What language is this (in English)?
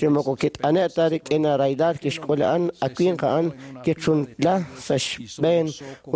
Kekchí